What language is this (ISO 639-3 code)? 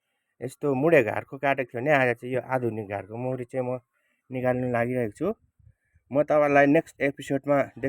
nep